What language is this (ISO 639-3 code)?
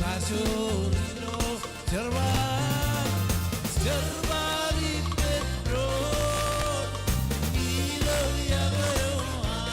mah